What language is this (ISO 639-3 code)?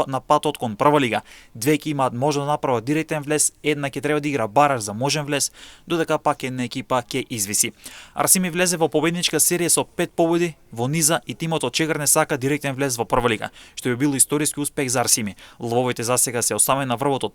mkd